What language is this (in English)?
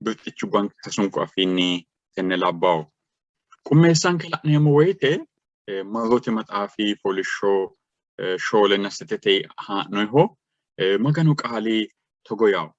Sidamo